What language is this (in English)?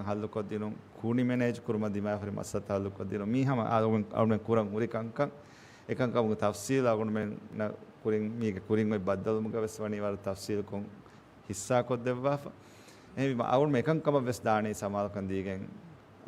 Divehi